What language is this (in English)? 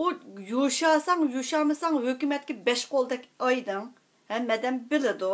Uyghur